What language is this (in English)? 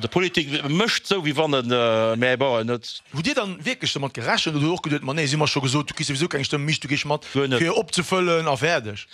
Luxembourgish